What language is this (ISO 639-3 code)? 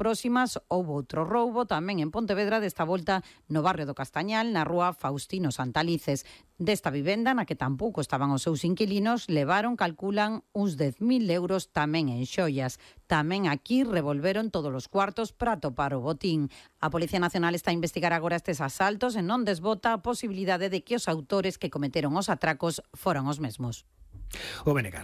glg